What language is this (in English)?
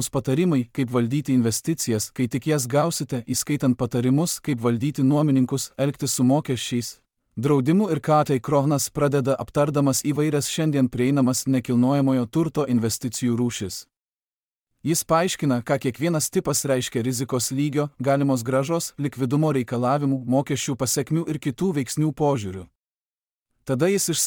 Lithuanian